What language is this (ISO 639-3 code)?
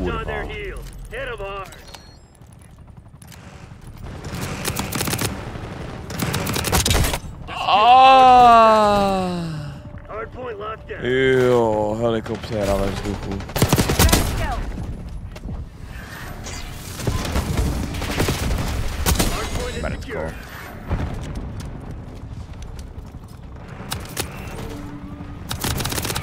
ces